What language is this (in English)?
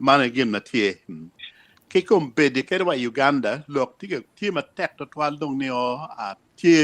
Acoli